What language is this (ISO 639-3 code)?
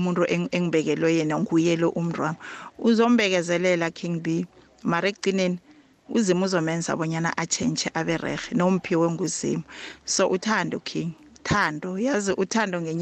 nbl